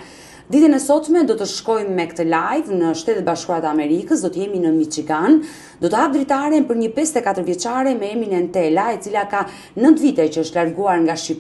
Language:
Albanian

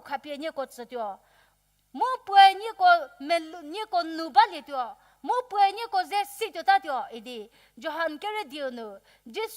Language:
Angami Naga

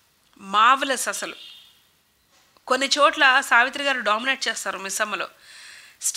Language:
Telugu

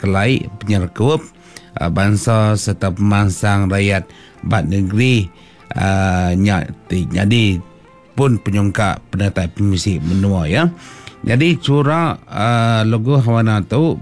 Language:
Iban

